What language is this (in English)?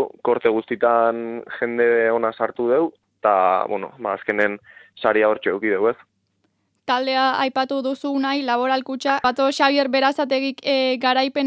Basque